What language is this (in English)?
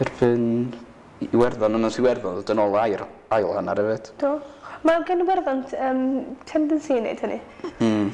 Welsh